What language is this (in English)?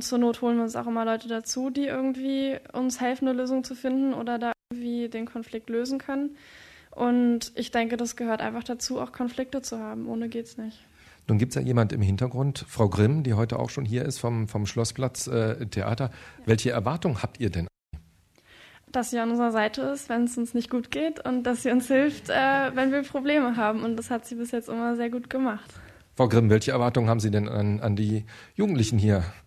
German